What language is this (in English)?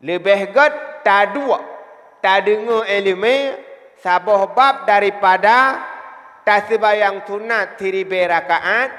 Achinese